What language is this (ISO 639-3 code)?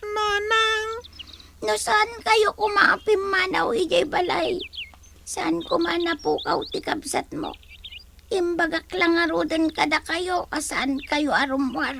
ilo